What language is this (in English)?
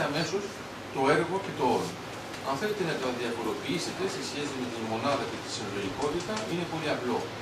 Greek